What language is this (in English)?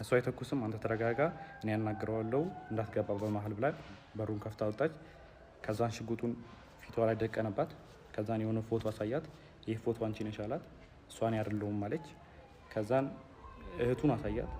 Amharic